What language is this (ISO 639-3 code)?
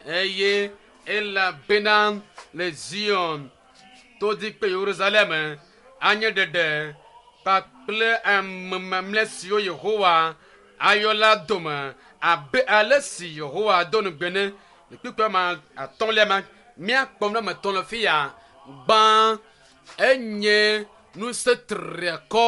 ewe